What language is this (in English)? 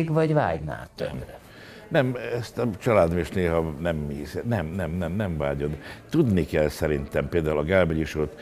Hungarian